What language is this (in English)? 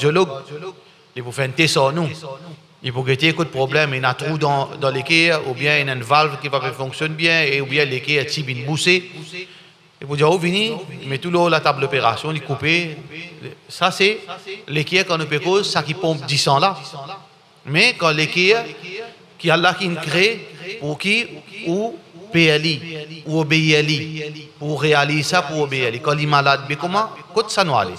Morisyen